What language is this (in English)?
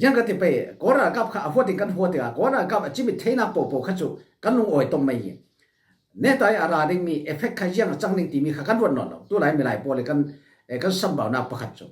Falam Chin